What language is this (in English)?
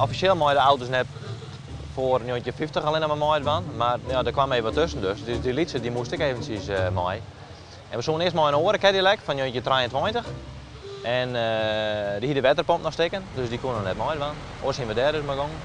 Western Frisian